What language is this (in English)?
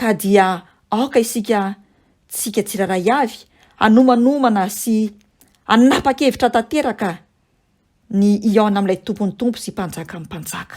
Malagasy